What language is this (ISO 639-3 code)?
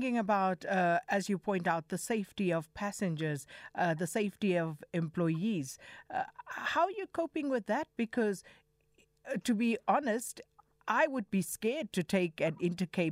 eng